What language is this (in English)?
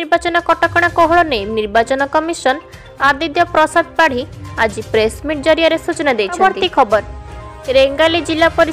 Odia